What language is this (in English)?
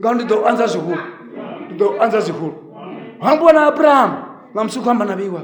Venda